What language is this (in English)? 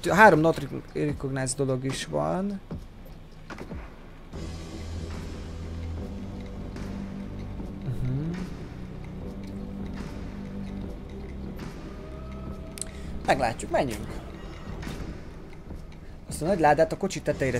Hungarian